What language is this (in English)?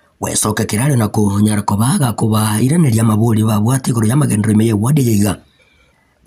Gusii